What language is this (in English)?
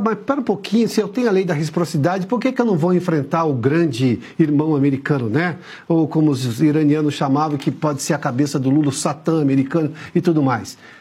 Portuguese